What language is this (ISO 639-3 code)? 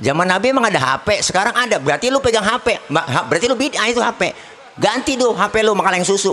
bew